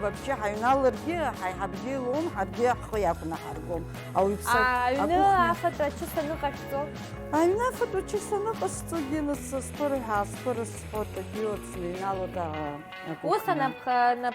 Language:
Abkhazian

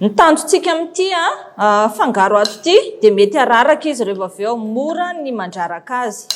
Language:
Malagasy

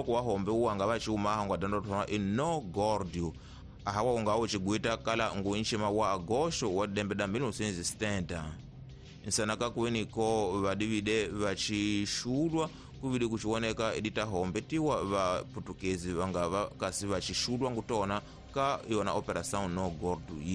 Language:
Tsonga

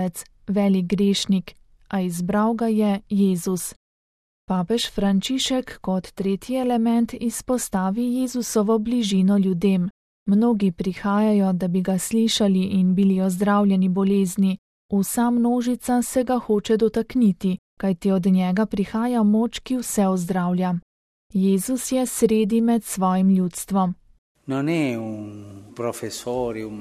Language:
Slovenian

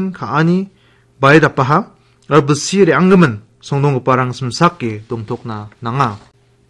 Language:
Garo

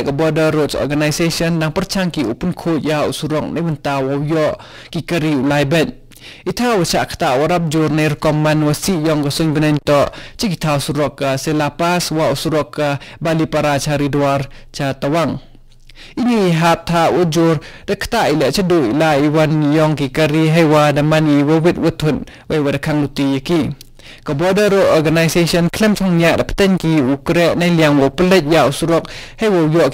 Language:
Khasi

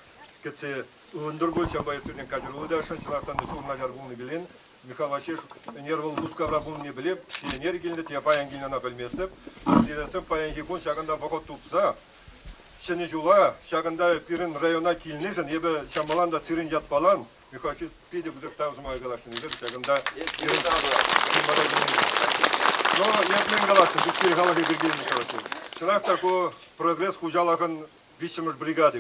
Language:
Chuvash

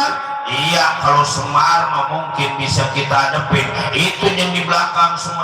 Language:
Betawi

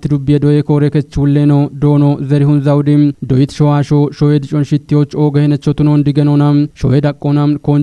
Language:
Kafa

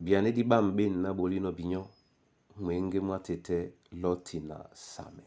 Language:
Duala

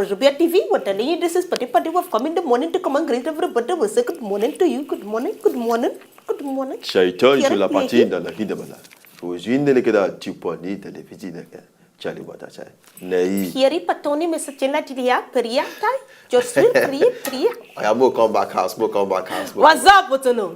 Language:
Nigerian Pidgin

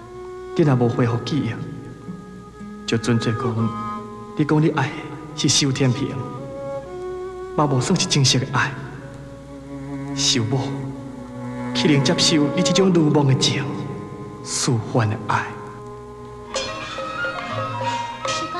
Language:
Min Nan Chinese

